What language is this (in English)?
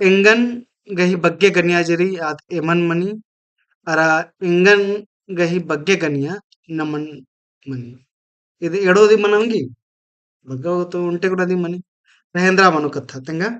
Kurukh